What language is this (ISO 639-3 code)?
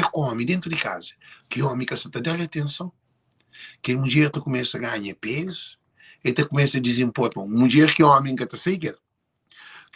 kea